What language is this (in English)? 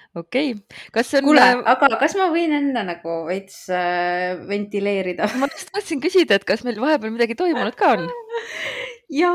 Estonian